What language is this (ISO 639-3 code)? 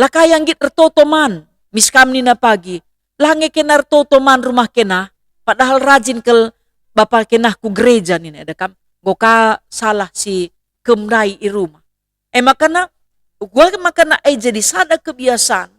btx